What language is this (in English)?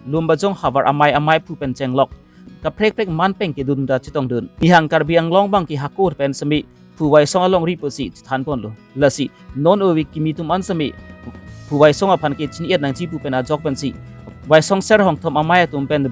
Karbi